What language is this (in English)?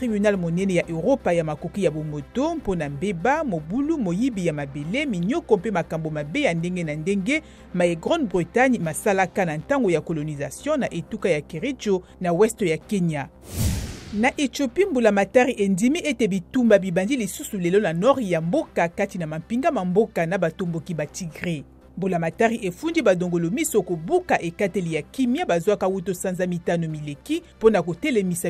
Lingala